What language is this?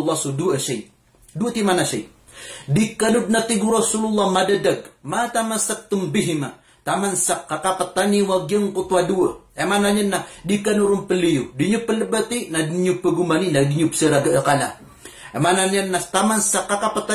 Maranao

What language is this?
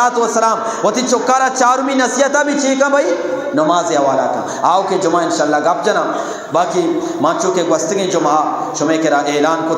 Eastern Balochi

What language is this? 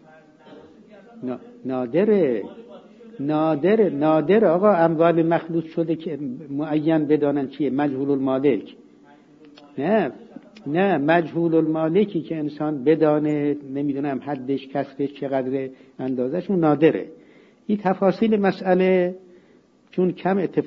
Persian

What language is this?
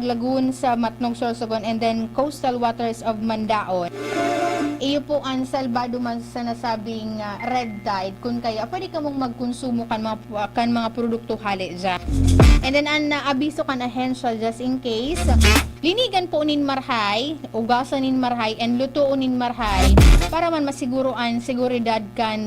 Bikol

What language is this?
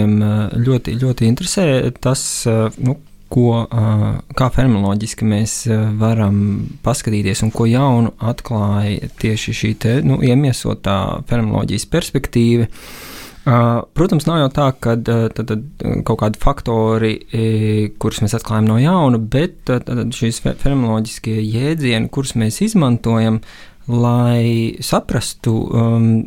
Latvian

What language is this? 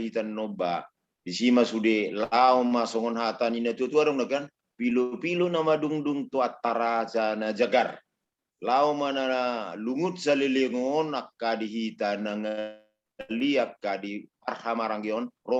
Batak Toba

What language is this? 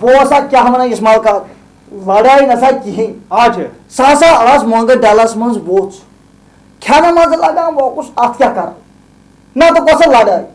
Kashmiri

